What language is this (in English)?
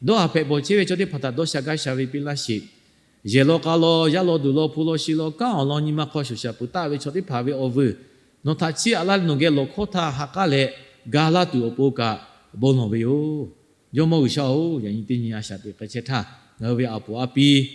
Lahu